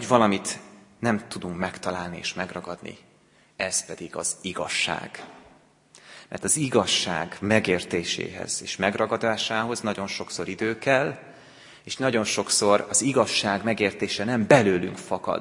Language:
Hungarian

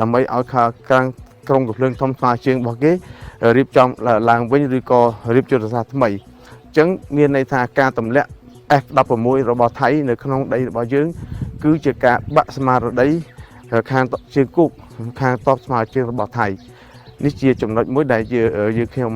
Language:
Khmer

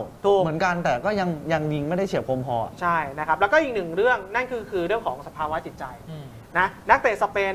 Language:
Thai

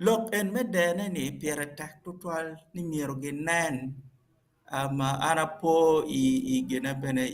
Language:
Acoli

